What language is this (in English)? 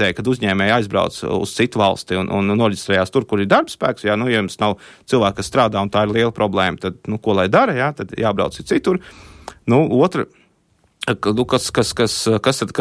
Latvian